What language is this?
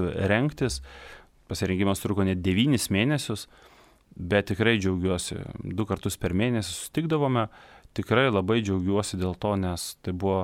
Lithuanian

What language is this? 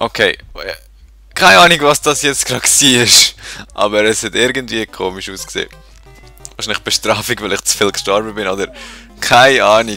Swiss German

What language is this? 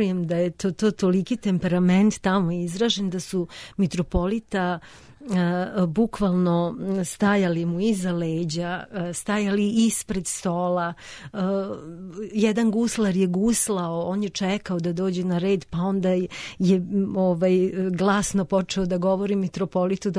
Serbian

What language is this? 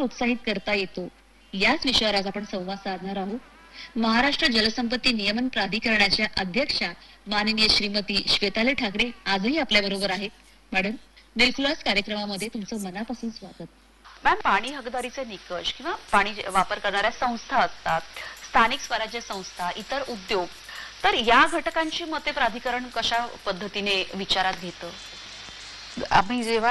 Marathi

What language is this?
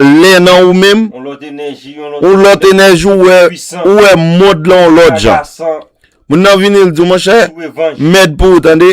Haitian Creole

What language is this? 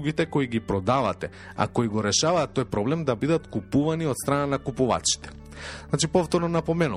Macedonian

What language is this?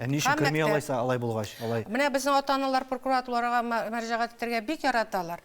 Tatar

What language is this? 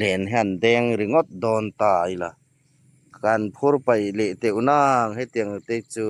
Hmar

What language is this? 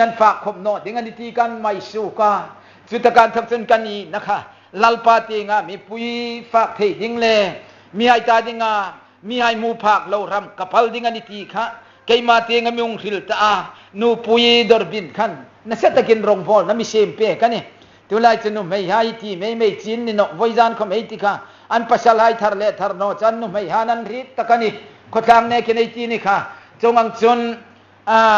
Hmar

